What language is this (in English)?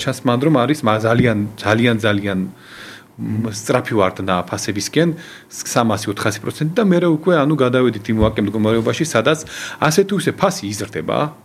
Georgian